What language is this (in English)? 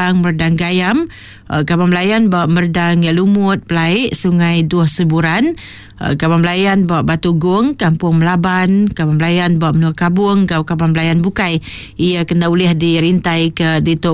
Iban